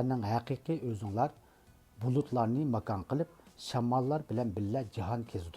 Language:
Uyghur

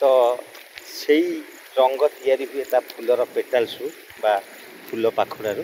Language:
Odia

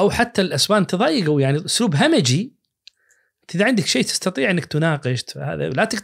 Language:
Najdi Arabic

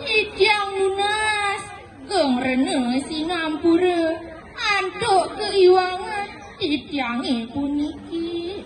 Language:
Balinese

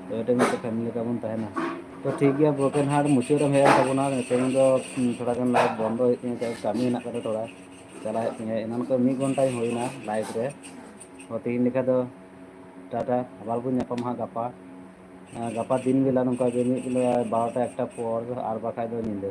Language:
Santali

